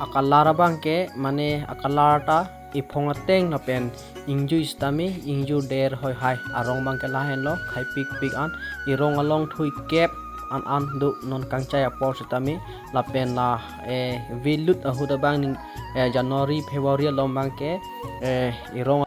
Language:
Karbi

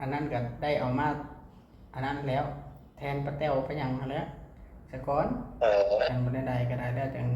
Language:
Northeastern Thai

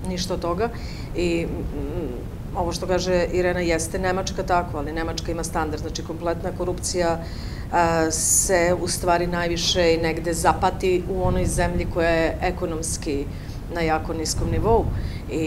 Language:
Serbian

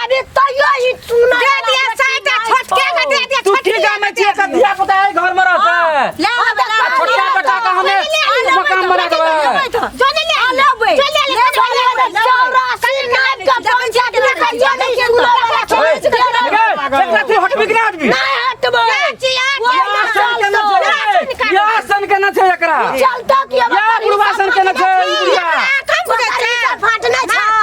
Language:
Maithili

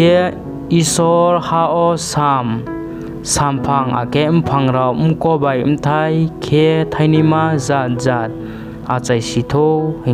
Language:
Riang (India)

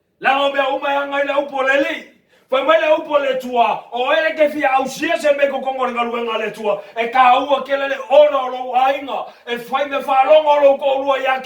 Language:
Samoan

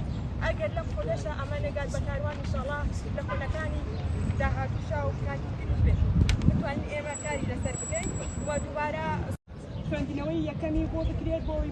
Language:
Central Kurdish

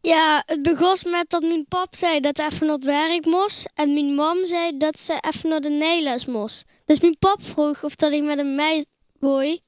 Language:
Limburgish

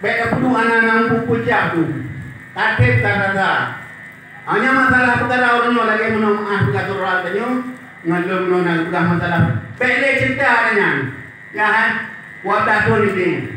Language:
Achinese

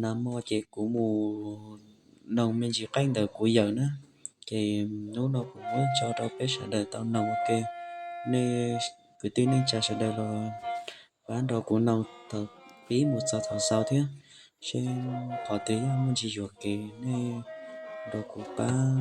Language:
Hmong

